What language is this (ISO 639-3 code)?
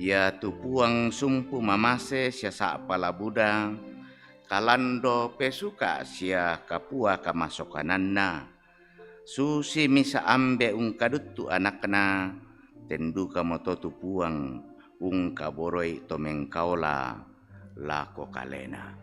sda